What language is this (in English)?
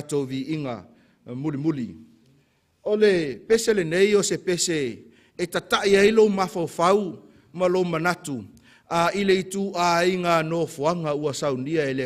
Samoan